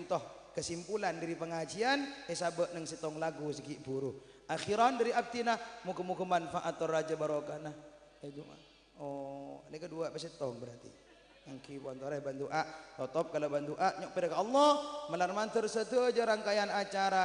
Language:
Madurese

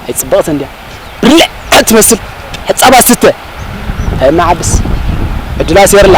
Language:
Tigrinya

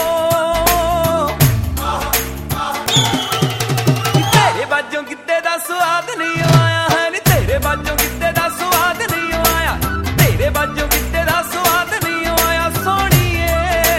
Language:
Punjabi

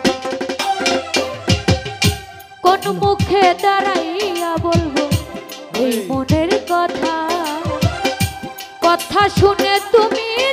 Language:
Bangla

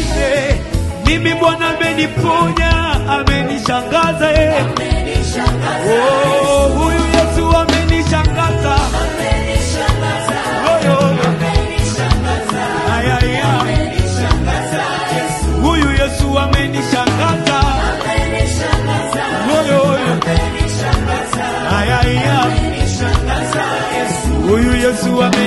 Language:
Swahili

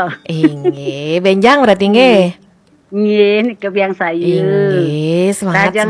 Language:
Balinese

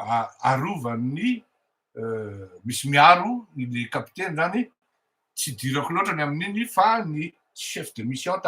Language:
Malagasy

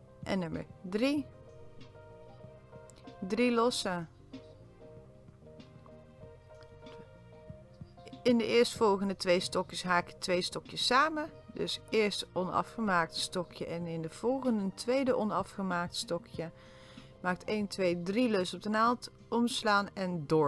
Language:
Dutch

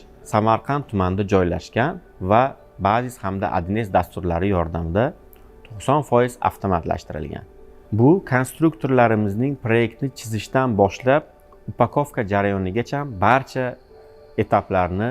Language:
Uzbek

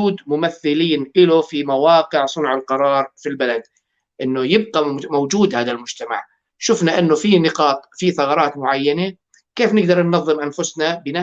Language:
North Levantine Arabic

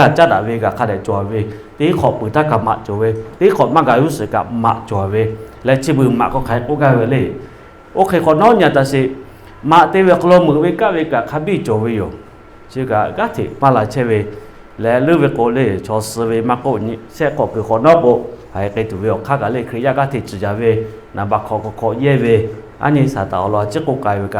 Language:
Lahu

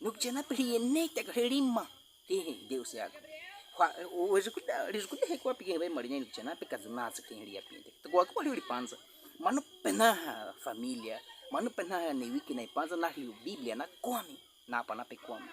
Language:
Baniwa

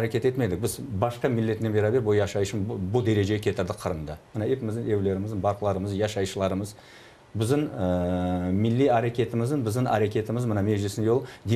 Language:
Crimean Tatar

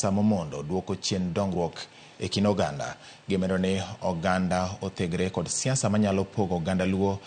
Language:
Luo (Kenya and Tanzania)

